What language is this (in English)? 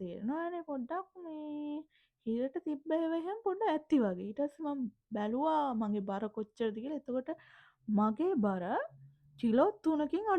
Sinhala